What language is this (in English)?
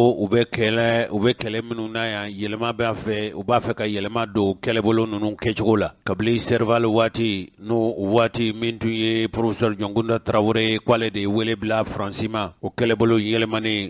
Bambara